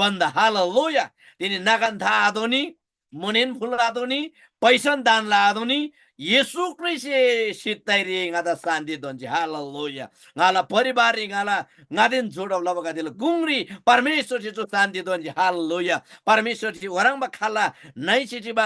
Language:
Eastern Tamang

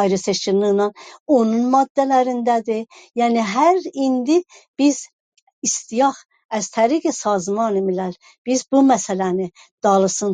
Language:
South Azerbaijani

